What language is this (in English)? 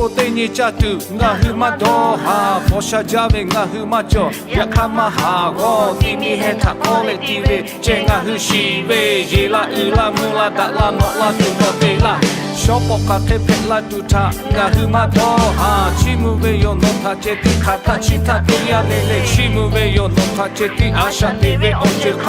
Lahu